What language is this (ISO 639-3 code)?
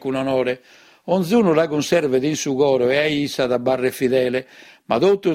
srd